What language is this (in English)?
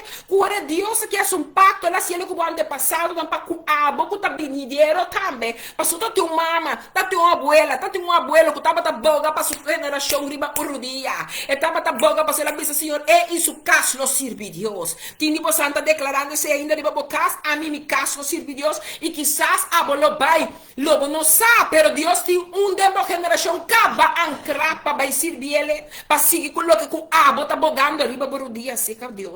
Papiamento